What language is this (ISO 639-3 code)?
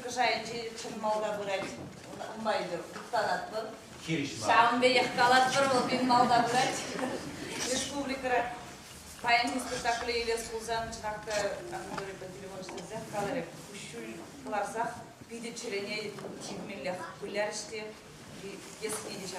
chv